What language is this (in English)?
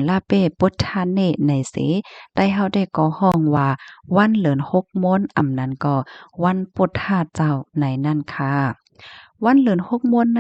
Shan